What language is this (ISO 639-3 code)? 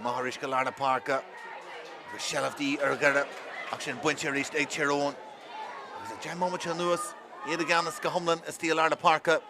gle